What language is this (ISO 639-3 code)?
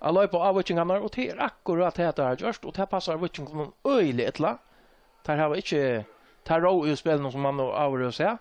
fao